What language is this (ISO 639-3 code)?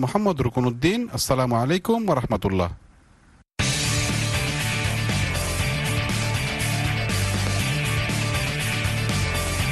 ben